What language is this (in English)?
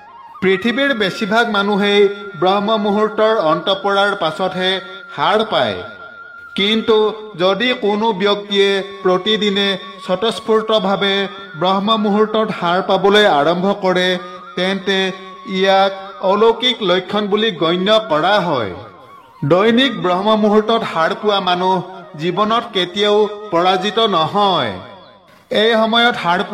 Assamese